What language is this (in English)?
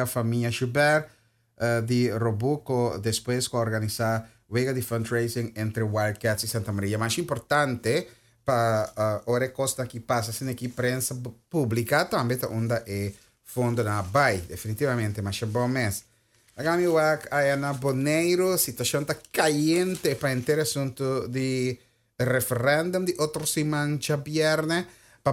Papiamento